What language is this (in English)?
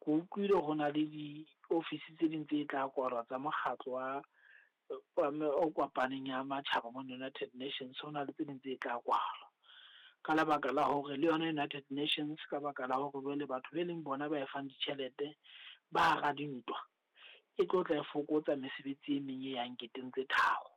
Southern Sotho